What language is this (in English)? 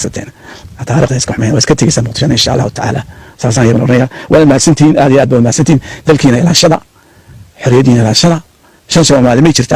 Somali